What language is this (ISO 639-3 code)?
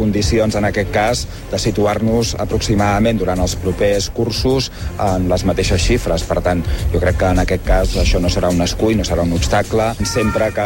cat